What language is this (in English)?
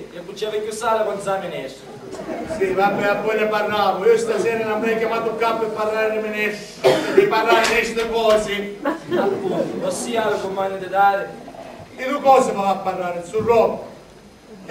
Sicilian